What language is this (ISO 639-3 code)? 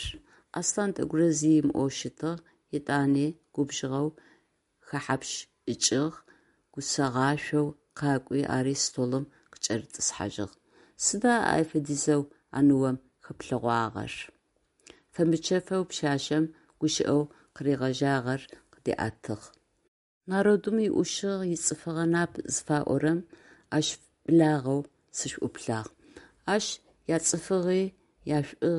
ady